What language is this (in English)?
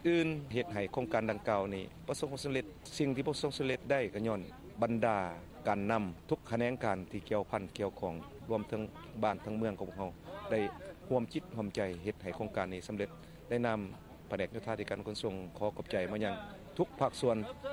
Lao